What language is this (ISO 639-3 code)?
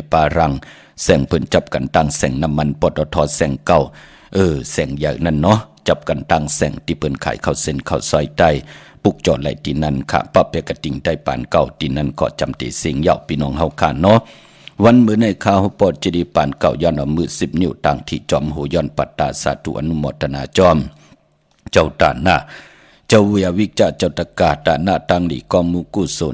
shn